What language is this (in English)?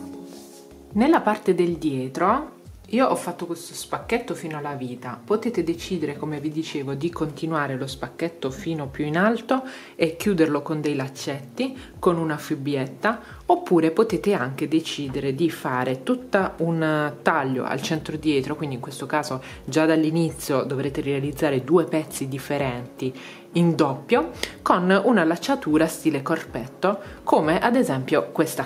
Italian